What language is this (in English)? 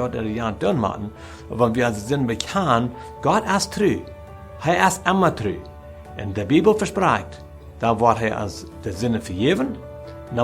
Plautdietsch